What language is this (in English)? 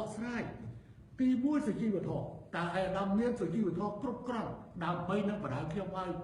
Khmer